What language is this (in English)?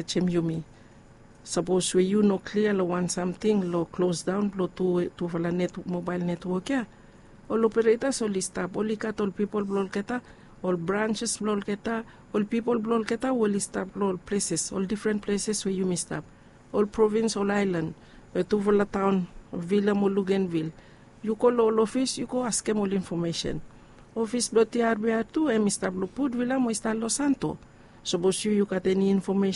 Bislama